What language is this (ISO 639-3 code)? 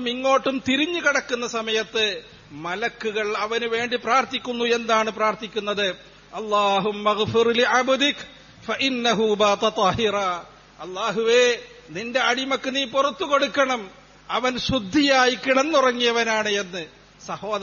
mal